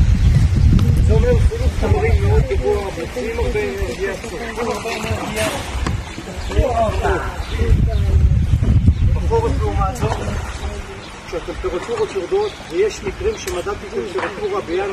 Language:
Hebrew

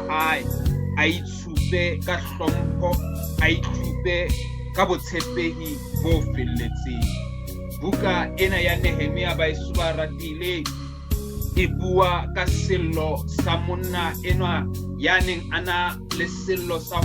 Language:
Southern Sotho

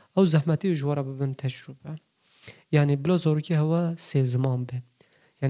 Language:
Kurdish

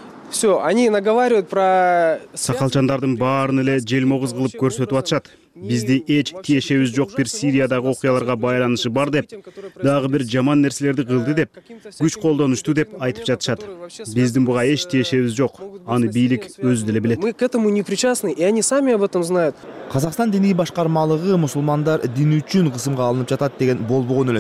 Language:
Kyrgyz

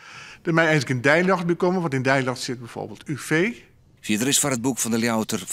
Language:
Western Frisian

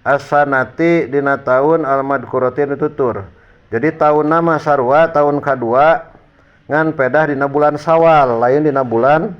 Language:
Sundanese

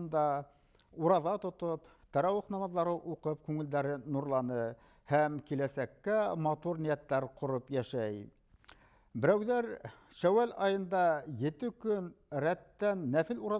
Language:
Bashkir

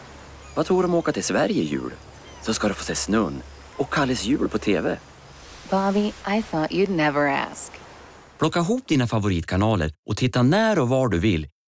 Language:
Swedish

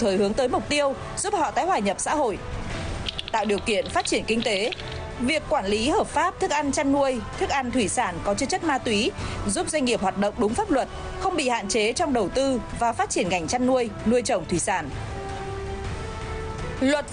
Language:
Vietnamese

